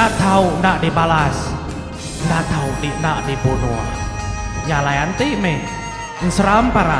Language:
Iban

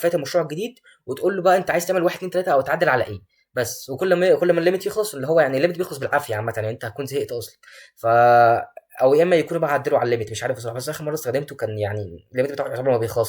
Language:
Egyptian Arabic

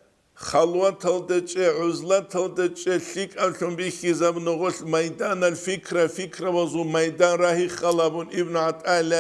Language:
Avaric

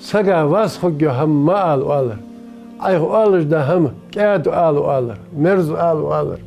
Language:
Ingush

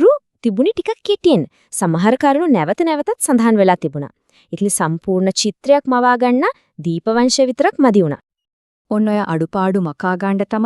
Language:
Sinhala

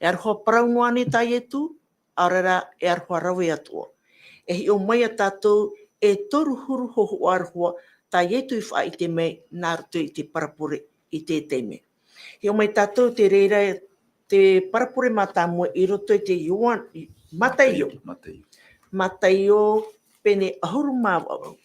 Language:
Tahitian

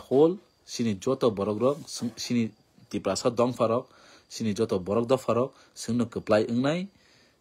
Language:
Kok Borok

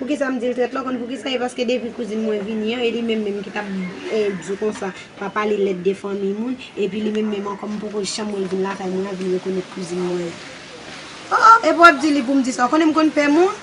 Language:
Haitian Creole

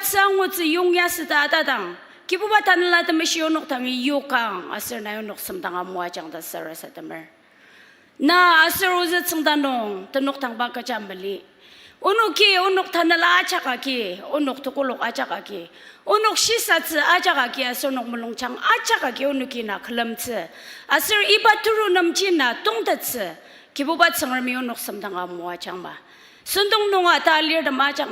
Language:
Ao Naga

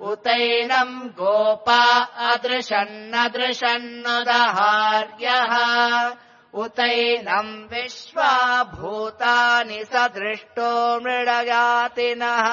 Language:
Sanskrit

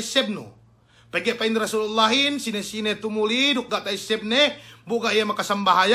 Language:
Yakan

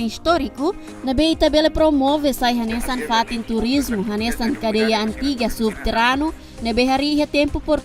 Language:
Tetum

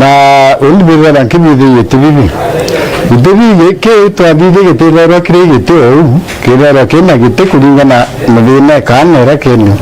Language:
Meru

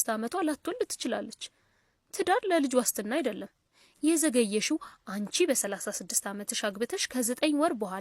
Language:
Amharic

